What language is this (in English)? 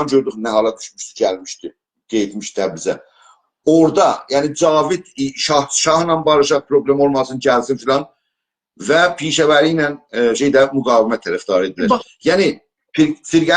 South Azerbaijani